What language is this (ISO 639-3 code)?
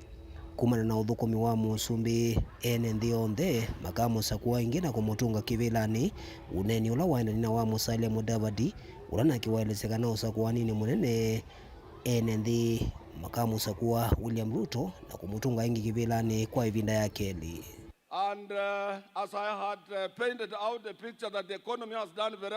kam